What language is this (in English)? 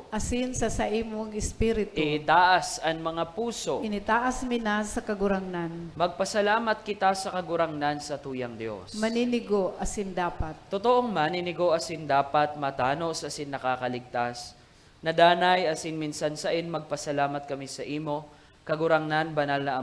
Bikol